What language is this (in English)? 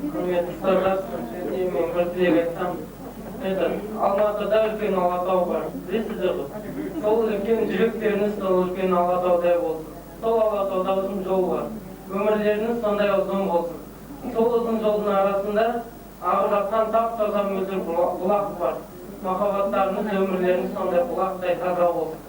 Kazakh